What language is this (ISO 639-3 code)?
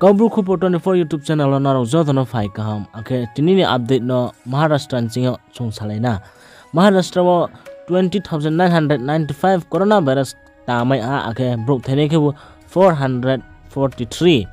ria